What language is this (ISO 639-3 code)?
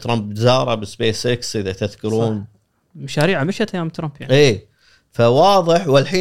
afb